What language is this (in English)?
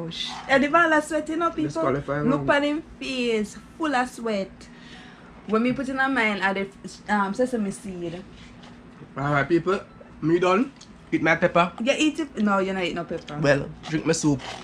Jamaican Creole English